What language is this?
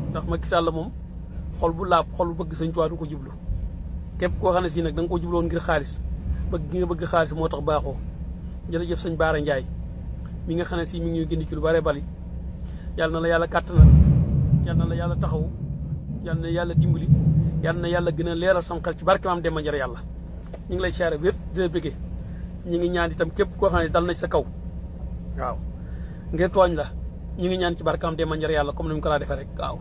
Wolof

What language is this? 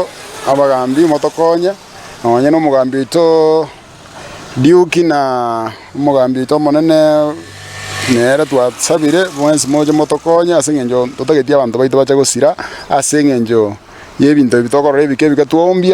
Gusii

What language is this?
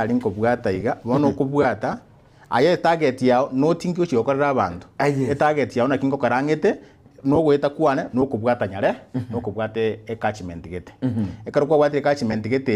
Gusii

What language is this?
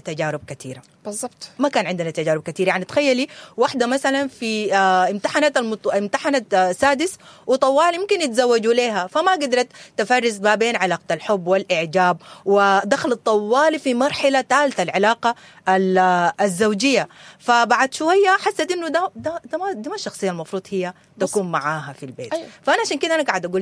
Sudanese Arabic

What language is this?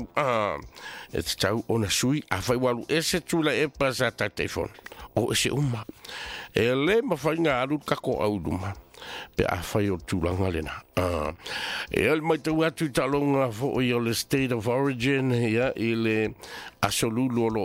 Samoan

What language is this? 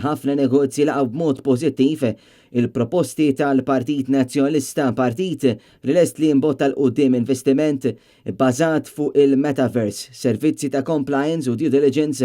Maltese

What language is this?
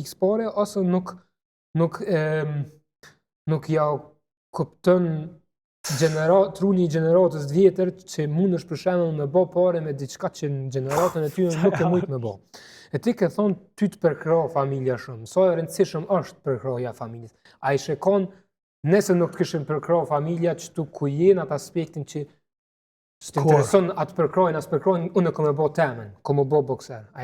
Albanian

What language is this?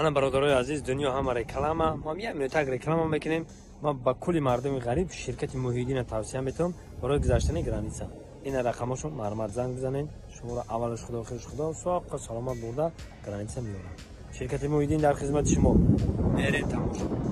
Tajik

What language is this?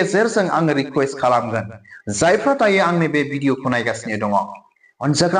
Bodo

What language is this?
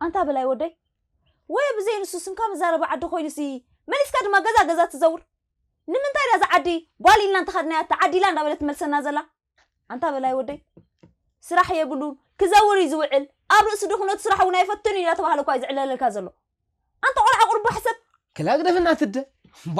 Tigrinya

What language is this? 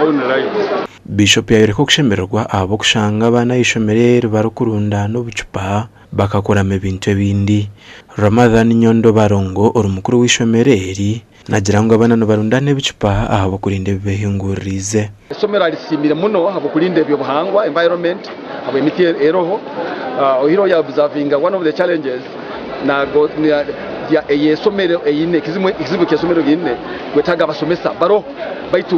Nyankole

